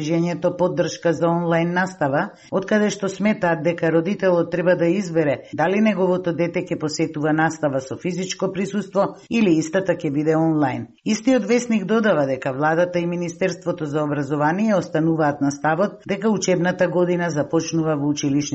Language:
Macedonian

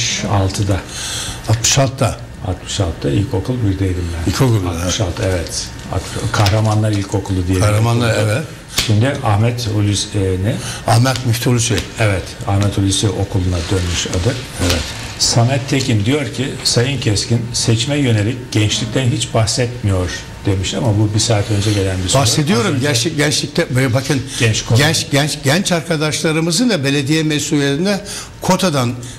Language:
Turkish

